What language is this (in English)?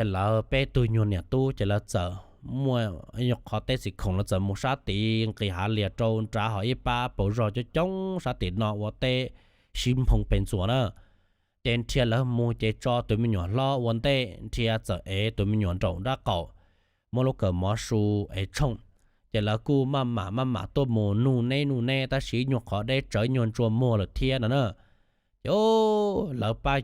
Hmong